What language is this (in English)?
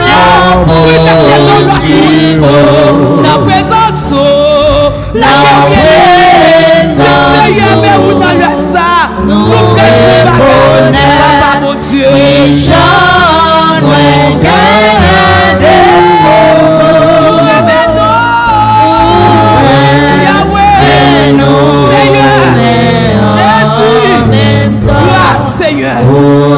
French